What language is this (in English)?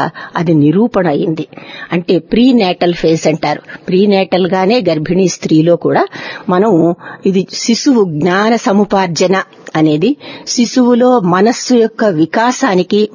Telugu